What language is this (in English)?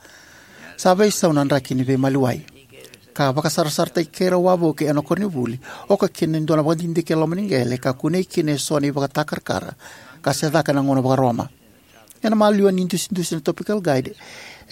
Fijian